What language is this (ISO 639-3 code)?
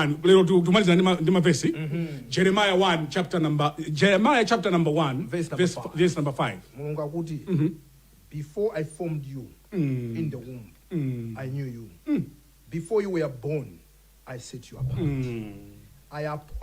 nya